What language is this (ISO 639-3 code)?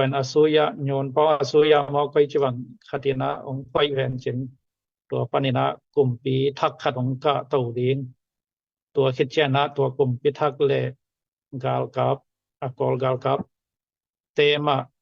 ctd